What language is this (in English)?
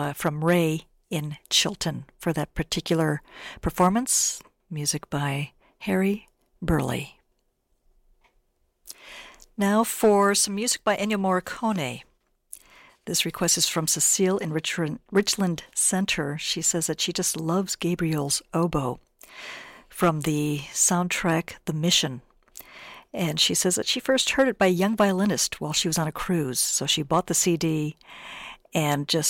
English